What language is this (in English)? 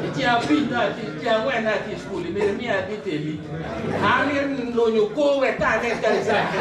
Acoli